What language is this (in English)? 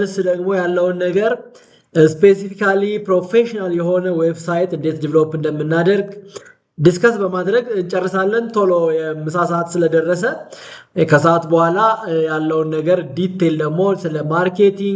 Amharic